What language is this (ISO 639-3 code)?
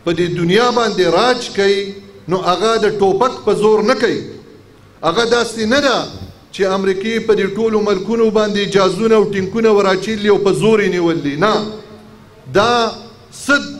pus